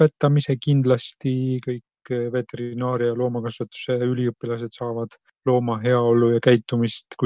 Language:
Estonian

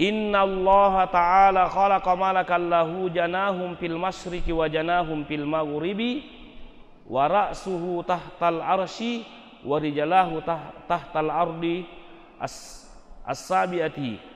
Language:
Buginese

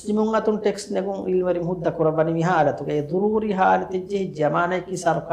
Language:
Divehi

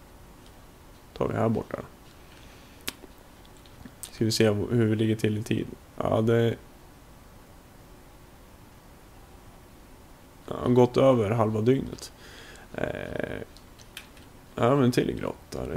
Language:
Swedish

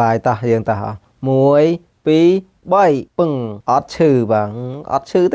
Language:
Khmer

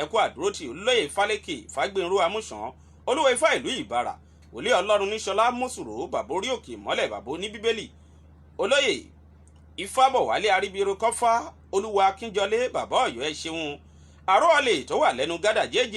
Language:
Yoruba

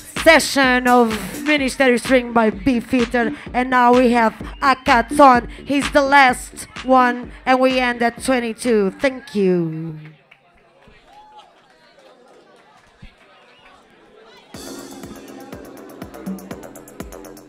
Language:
English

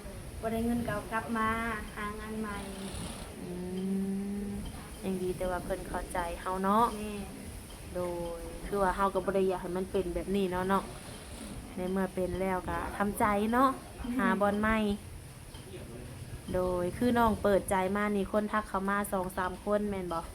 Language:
Lao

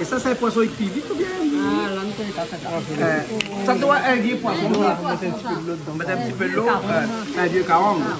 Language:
Réunion Creole French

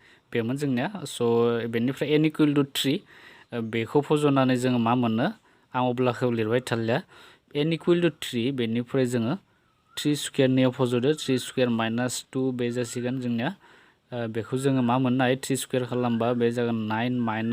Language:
Bodo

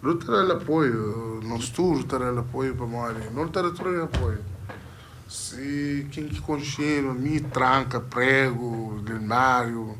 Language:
Kabuverdianu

